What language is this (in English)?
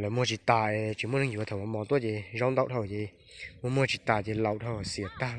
Hmong